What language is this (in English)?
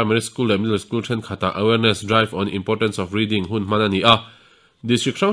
Mizo